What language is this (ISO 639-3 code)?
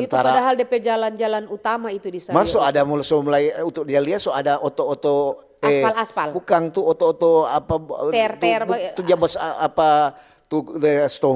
xmm